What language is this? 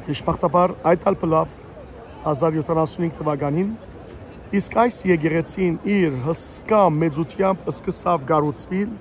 Western Armenian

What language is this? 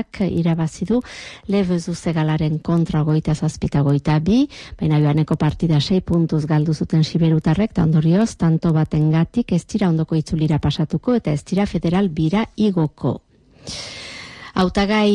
Basque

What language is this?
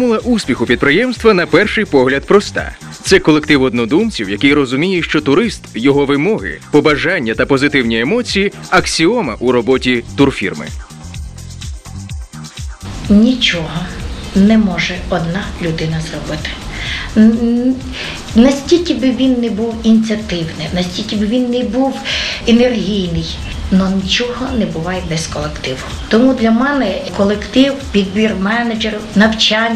Ukrainian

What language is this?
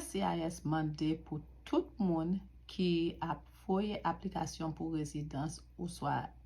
Haitian Creole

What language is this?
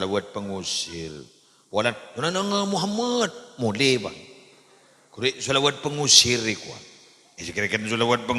Madurese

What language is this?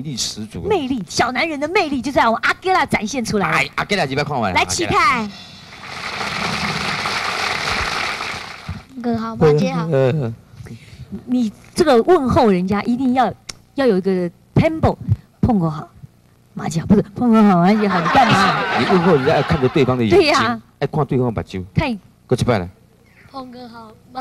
Chinese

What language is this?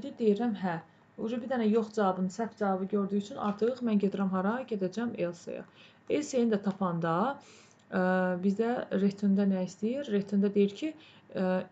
Azerbaijani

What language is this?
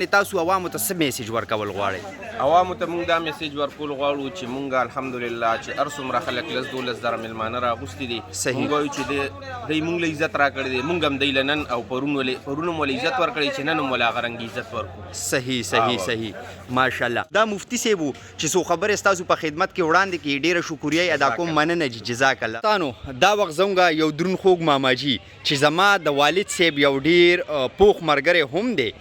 Pashto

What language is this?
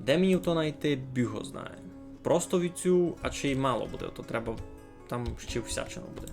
Rusyn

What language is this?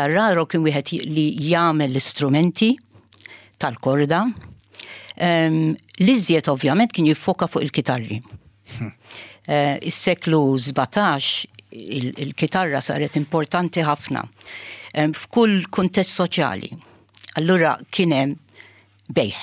Maltese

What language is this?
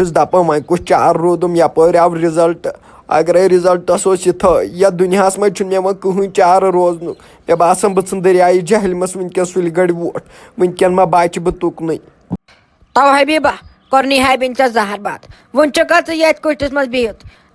Kashmiri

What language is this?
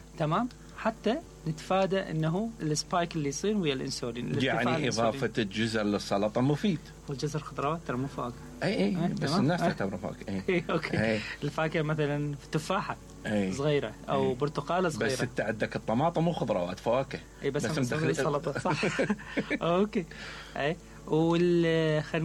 Mesopotamian Arabic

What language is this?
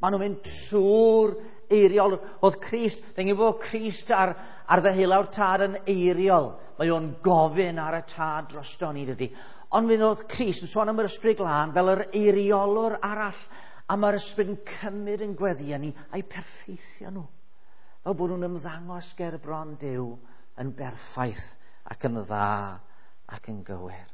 Welsh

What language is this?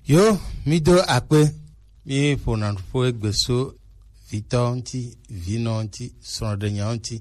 Gen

